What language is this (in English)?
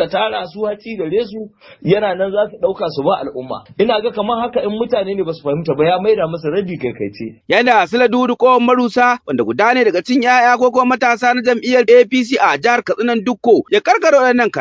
Hausa